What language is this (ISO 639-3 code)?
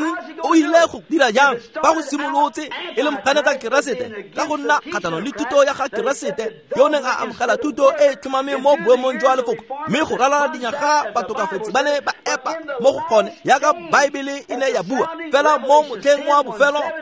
tsn